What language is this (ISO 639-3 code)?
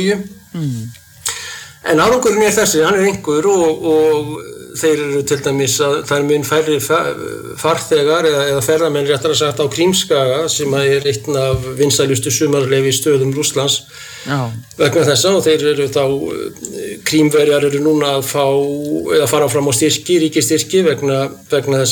isl